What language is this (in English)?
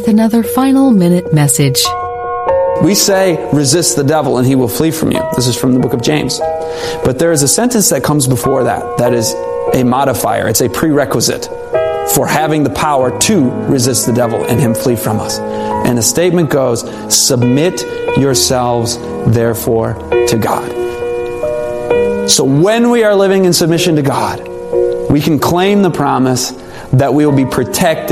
English